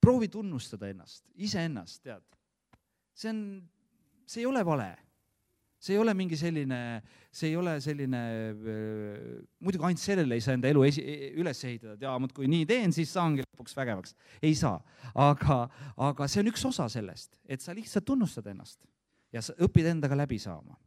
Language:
Estonian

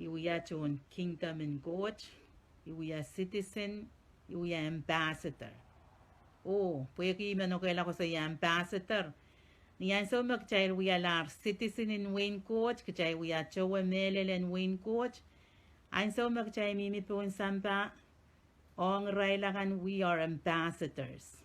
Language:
Pohnpeian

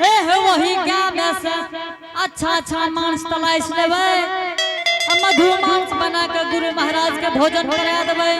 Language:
Angika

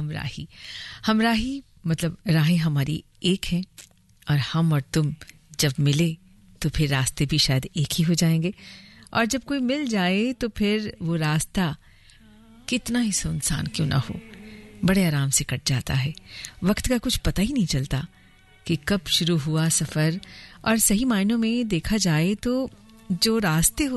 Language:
Hindi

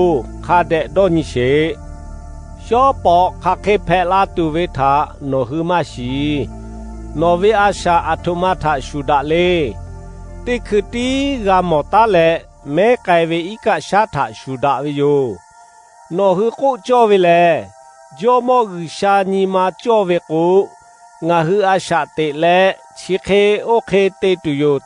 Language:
Lahu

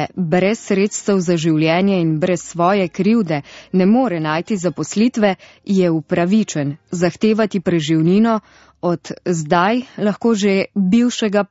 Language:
Slovenian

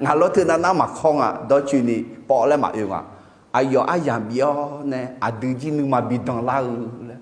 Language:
Akha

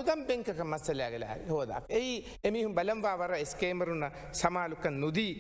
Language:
Divehi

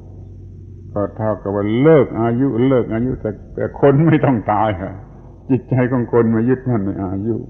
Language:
Thai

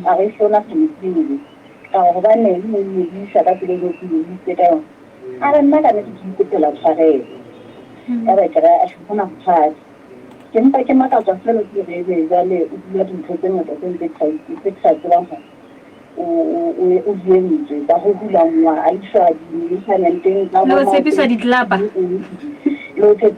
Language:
Southern Sotho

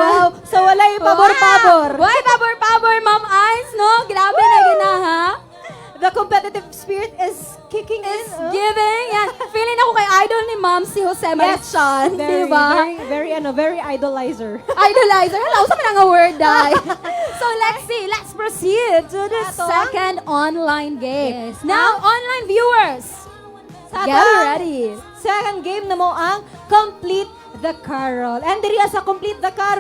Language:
Cebuano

